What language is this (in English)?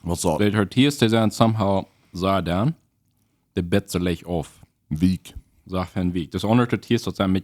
Plautdietsch